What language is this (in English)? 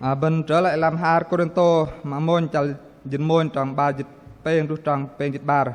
Bahnar